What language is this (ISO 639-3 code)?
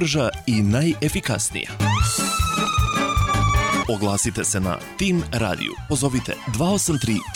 srp